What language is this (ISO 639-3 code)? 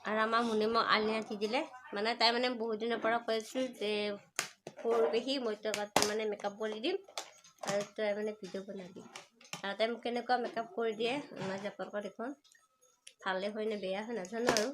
asm